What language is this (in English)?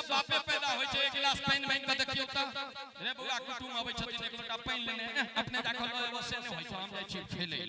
Maithili